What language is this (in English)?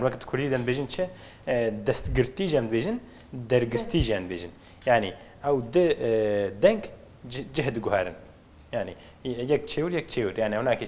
Kurdish